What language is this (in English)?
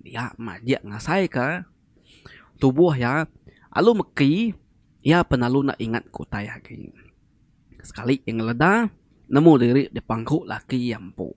Iban